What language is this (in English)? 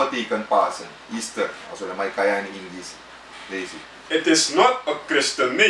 Sranan Tongo